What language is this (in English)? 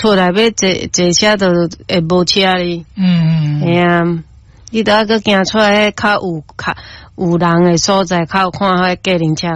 Min Nan Chinese